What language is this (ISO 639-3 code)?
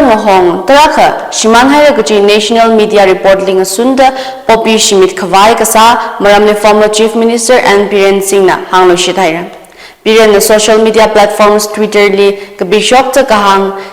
nmf